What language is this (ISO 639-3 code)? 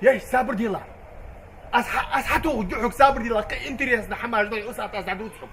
inh